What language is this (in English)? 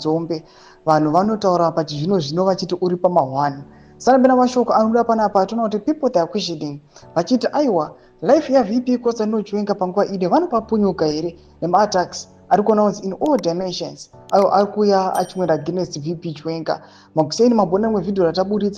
Shona